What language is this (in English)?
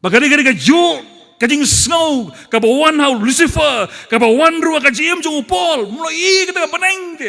Khasi